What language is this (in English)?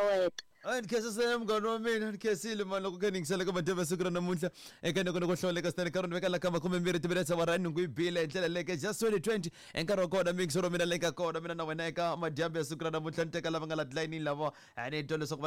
Tsonga